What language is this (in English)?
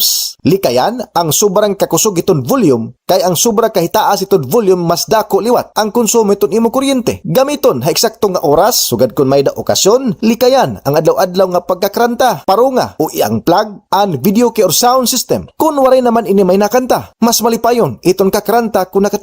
Waray